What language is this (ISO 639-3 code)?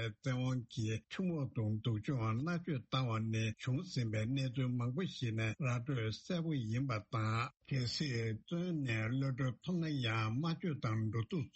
bod